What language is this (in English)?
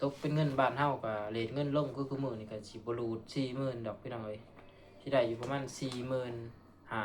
Lao